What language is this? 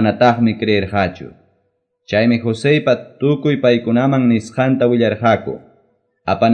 Quechua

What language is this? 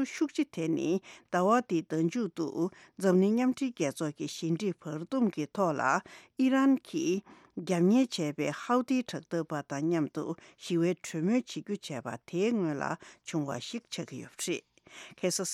Tibetan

